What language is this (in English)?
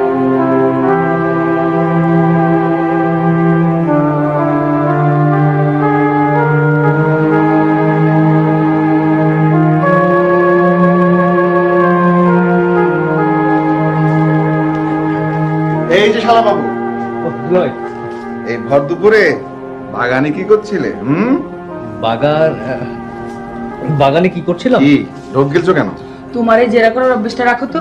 Bangla